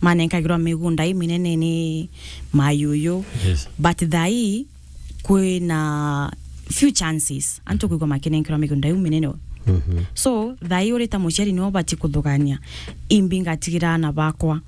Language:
Meru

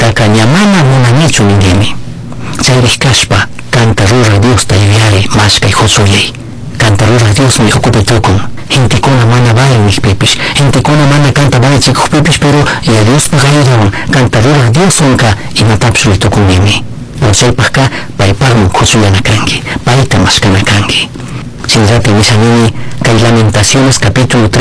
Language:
Chimborazo Highland Quichua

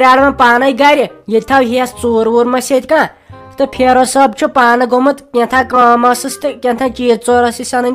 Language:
Kashmiri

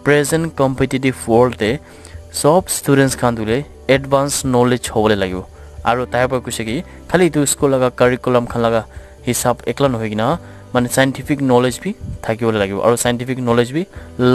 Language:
Naga Pidgin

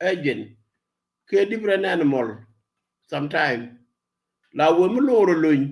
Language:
Nuer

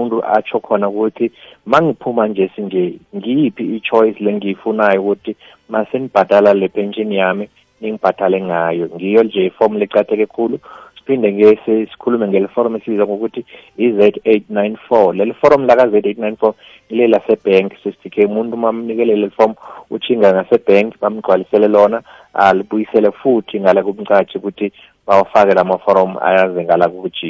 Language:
South Ndebele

